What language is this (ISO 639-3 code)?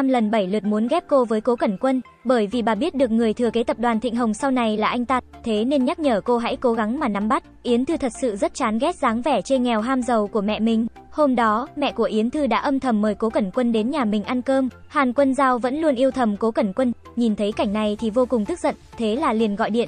vie